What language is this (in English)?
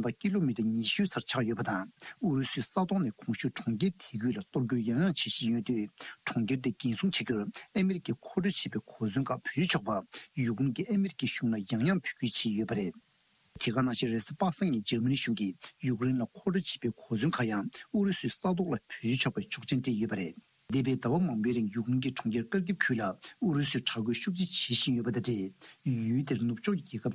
Tibetan